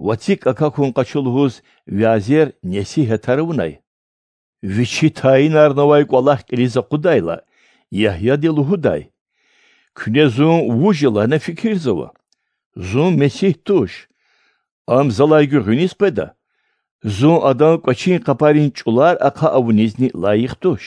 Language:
Lezghian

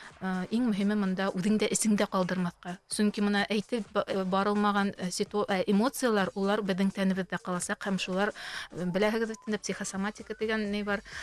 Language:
Bashkir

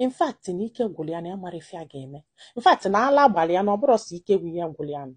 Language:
Igbo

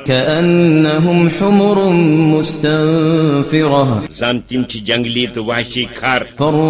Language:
Kashmiri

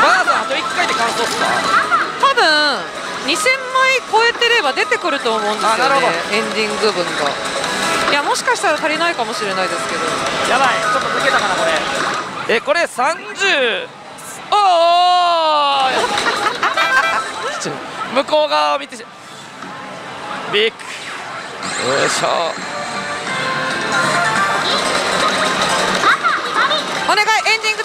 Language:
Japanese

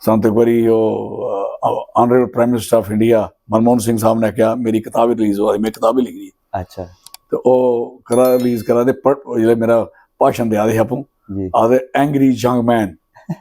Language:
Dogri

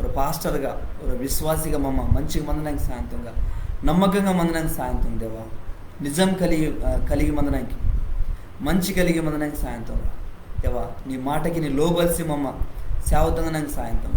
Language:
Koya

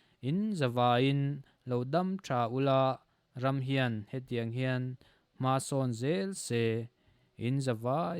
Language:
Mizo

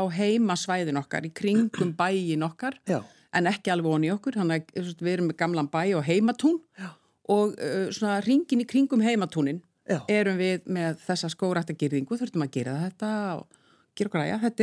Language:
Icelandic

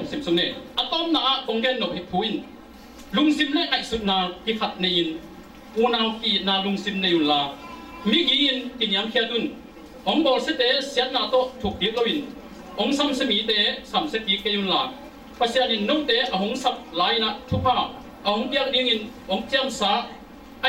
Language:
Tedim Chin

